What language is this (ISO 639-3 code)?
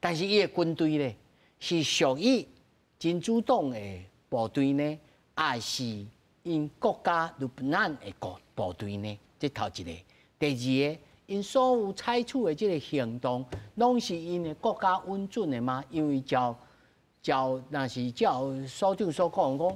nan